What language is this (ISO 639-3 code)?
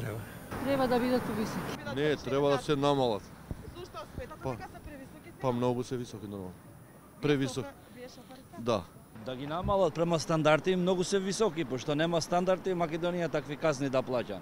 mkd